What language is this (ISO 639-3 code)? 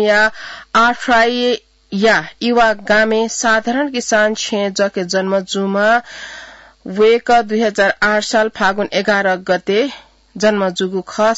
new